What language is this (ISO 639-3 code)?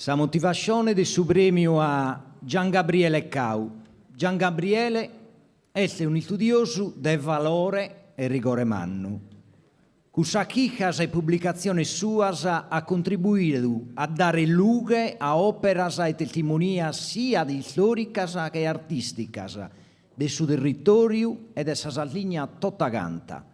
srd